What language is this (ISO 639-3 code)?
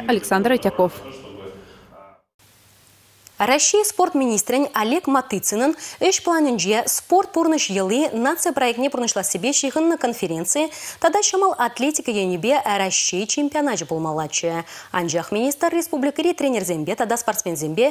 chv